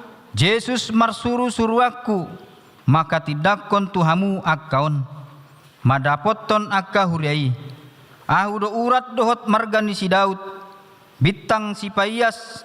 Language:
Batak Toba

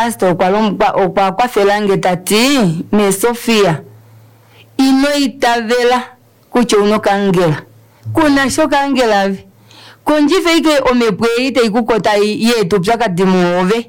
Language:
Kuanyama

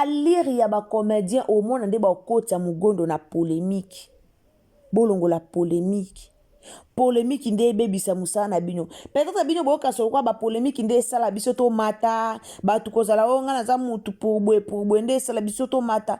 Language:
Lingala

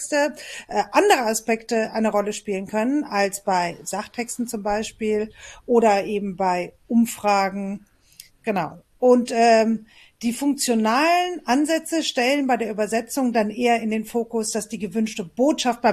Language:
German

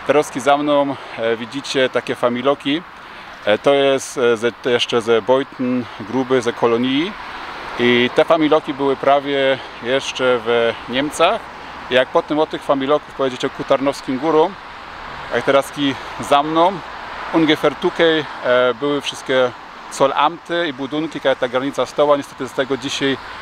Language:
Silesian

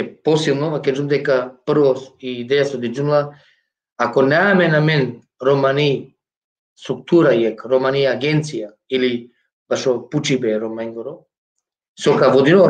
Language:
Balkan Romani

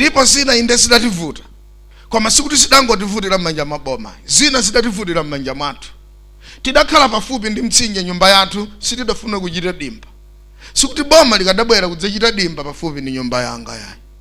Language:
Nyanja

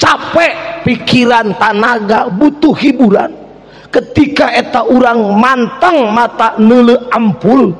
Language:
Sundanese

